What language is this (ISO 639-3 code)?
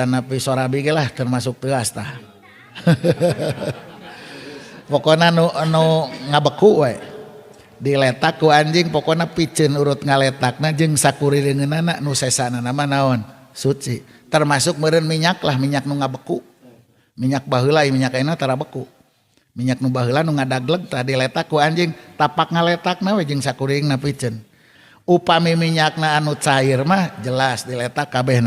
sun